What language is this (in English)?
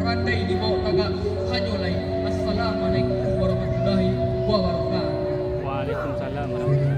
Minangkabau